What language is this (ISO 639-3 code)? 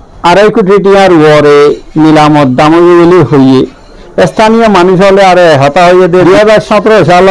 rhg